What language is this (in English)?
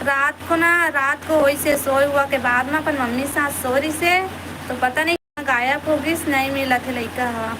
Chhattisgarhi